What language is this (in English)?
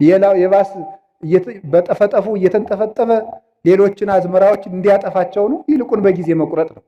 Amharic